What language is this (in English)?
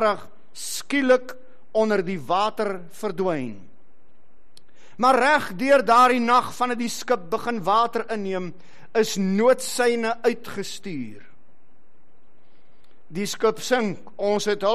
Afrikaans